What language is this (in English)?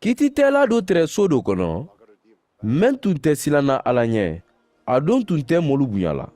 Mandingo